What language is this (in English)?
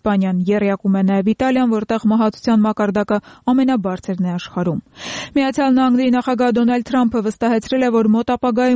Armenian